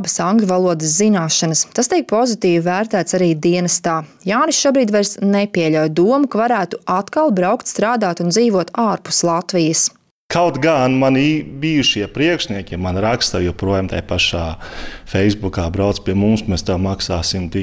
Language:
Latvian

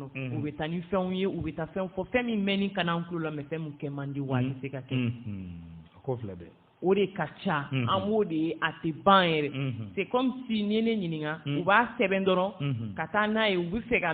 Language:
Bambara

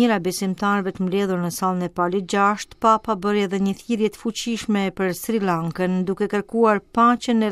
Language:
Albanian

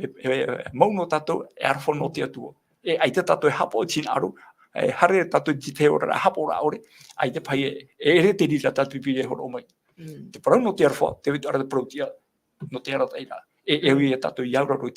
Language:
Tahitian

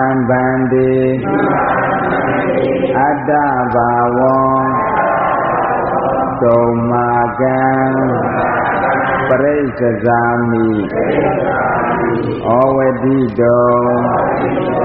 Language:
Burmese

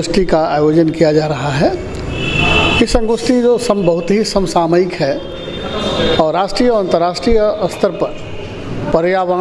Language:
Hindi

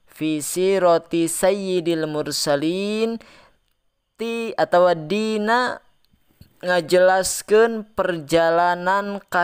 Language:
Sundanese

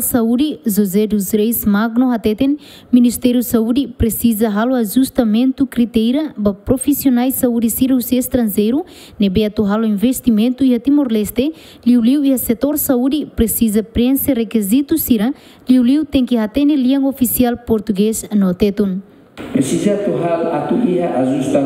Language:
Tetum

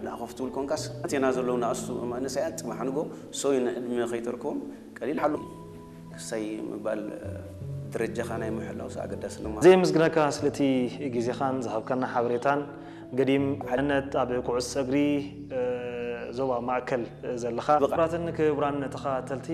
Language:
Tigrinya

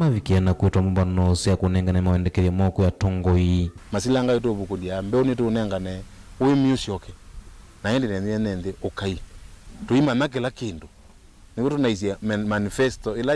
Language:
Kamba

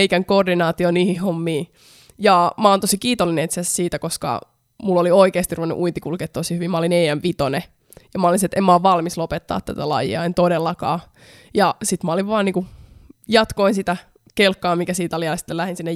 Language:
Finnish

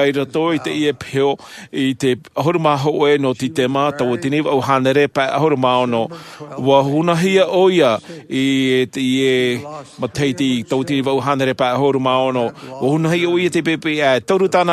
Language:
Tahitian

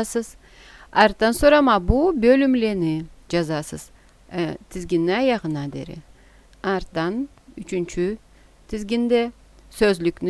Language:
Karachay-Balkar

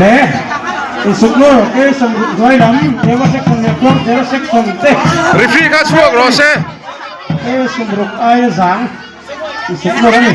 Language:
Mizo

